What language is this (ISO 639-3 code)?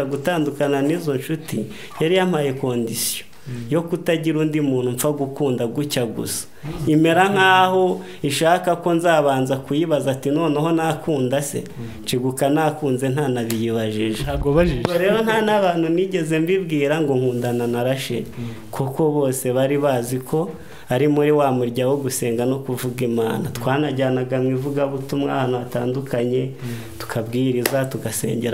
kin